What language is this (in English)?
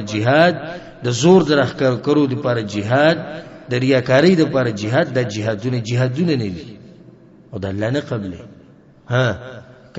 Pashto